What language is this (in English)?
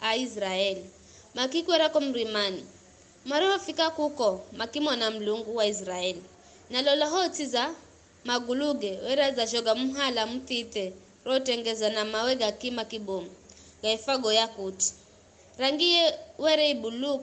Giryama